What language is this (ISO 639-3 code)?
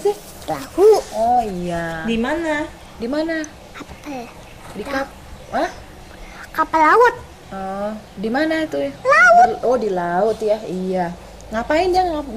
ind